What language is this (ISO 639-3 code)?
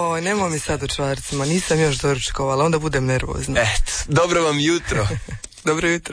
hrv